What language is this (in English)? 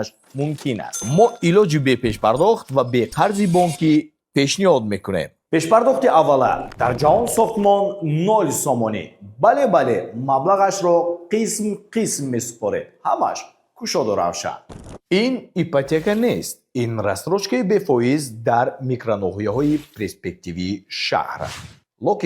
Tajik